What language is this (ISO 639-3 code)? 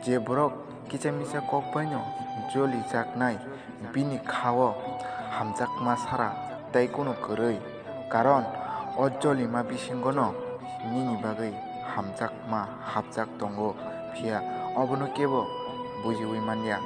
trp